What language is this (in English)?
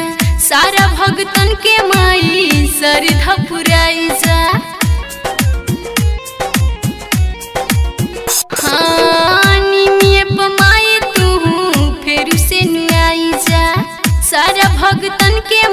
Bhojpuri